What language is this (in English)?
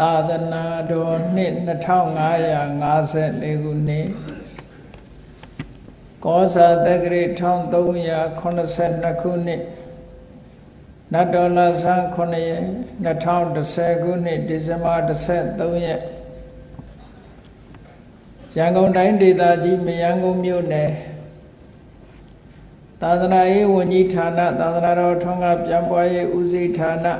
Burmese